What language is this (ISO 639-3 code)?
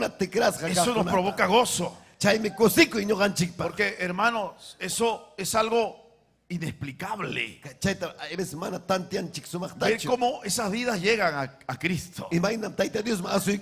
quy